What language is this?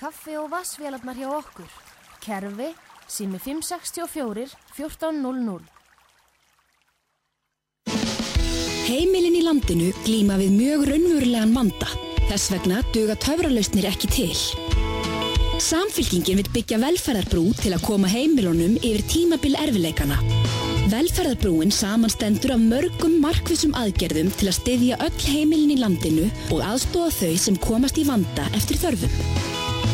Icelandic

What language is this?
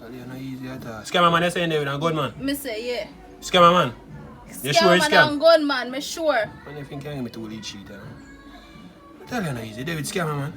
Jamaican Creole English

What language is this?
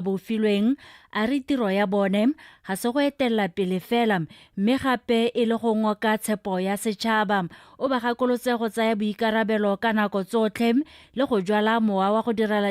Tswana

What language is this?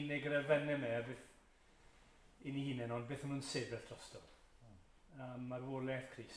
Welsh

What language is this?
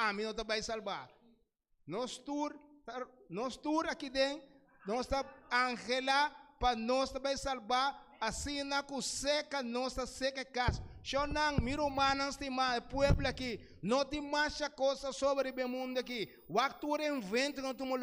Papiamento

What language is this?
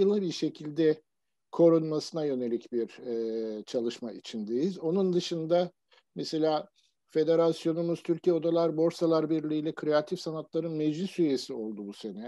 Turkish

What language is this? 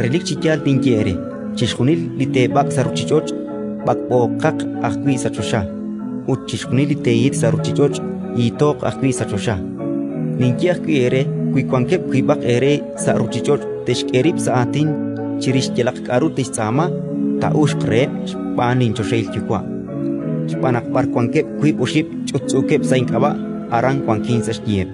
Kekchí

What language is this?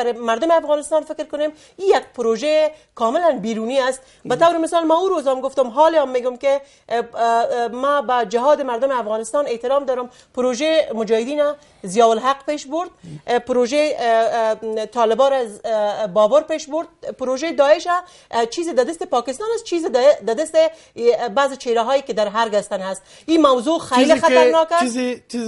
Persian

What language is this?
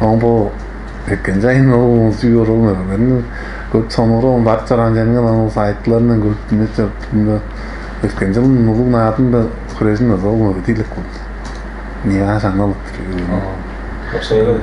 Tuvinian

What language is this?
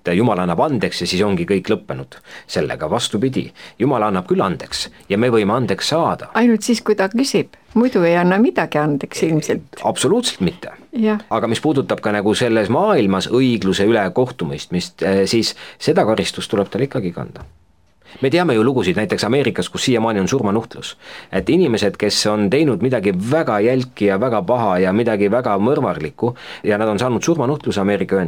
Estonian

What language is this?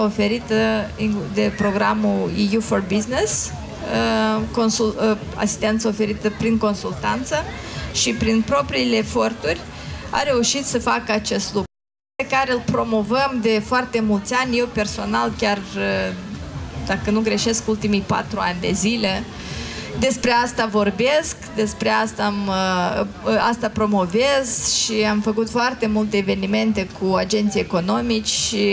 Romanian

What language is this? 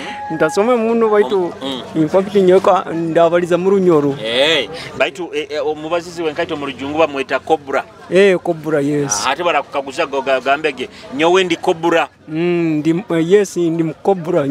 Nyoro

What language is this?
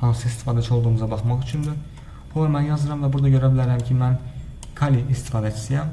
Azerbaijani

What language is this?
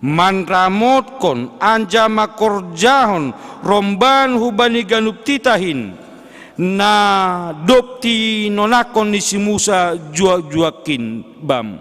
Batak Simalungun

